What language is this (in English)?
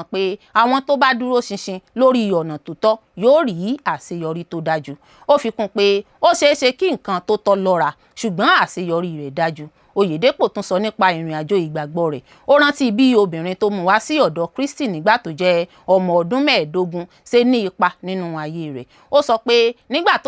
Yoruba